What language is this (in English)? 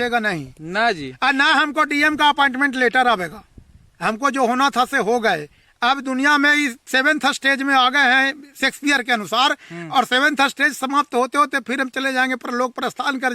Magahi